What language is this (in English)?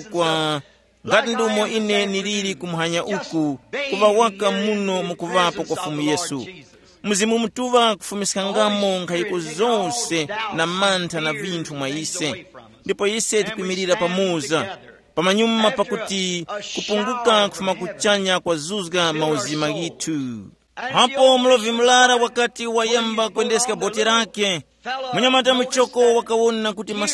Tumbuka